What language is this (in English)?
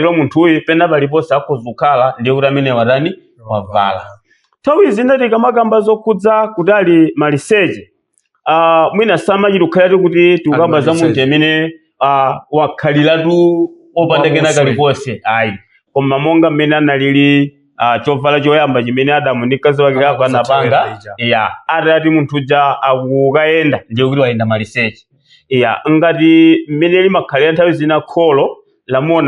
Nyanja